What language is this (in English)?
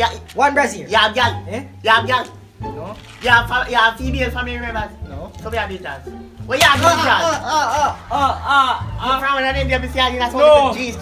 Jamaican Creole English